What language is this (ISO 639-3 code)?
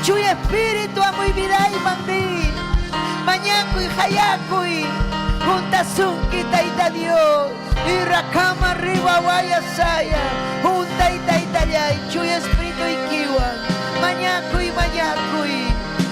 quy